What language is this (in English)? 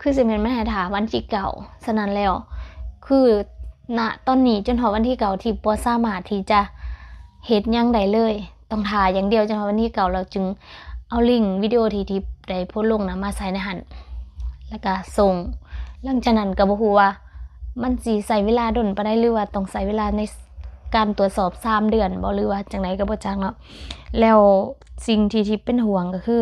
Lao